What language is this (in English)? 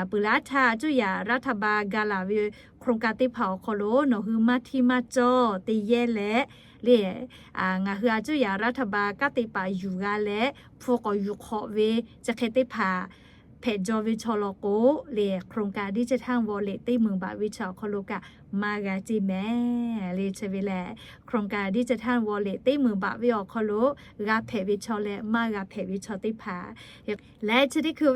Lahu